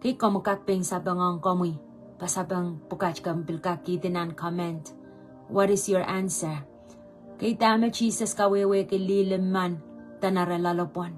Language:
Pohnpeian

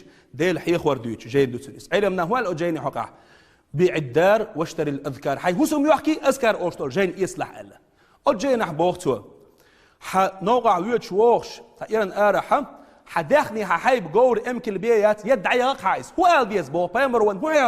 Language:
Chechen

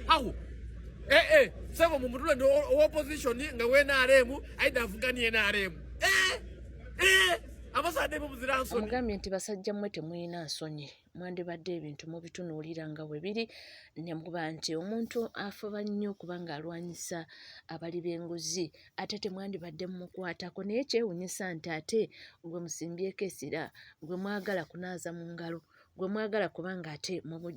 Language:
Ganda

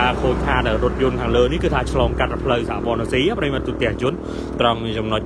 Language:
Khmer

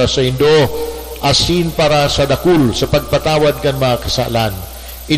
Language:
Bikol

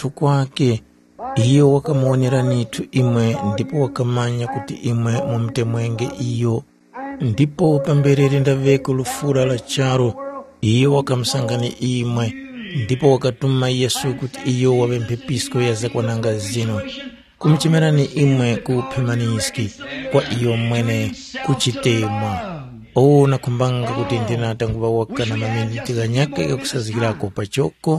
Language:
Tumbuka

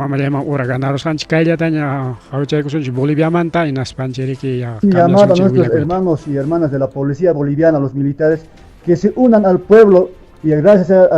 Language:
Ayacucho Quechua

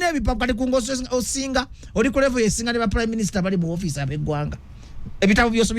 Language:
Ganda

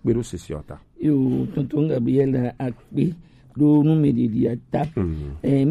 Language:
Gen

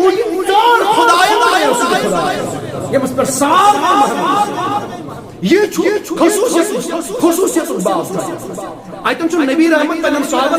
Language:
Kashmiri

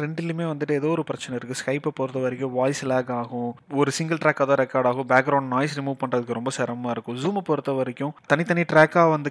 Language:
Tamil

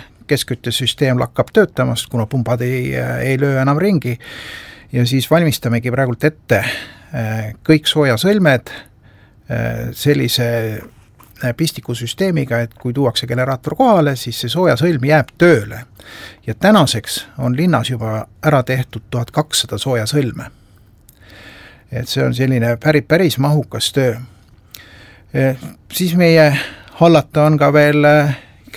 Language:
Estonian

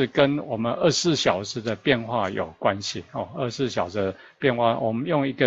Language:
Chinese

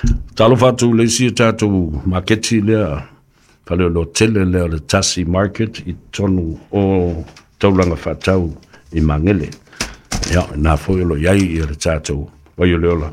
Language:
Samoan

